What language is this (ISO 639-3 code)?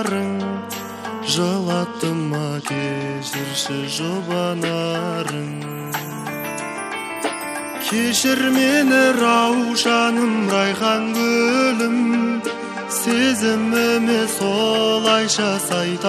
kaz